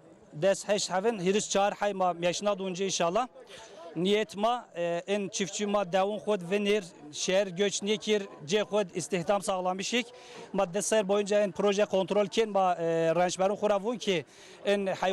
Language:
Zaza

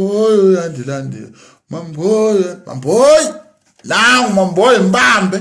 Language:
Zulu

